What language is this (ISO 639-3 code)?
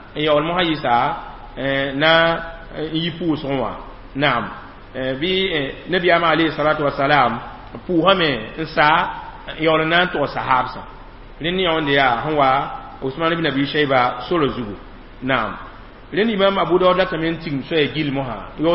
mos